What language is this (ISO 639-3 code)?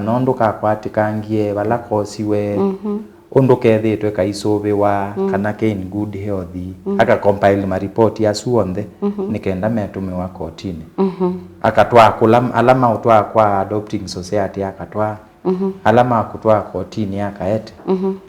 kam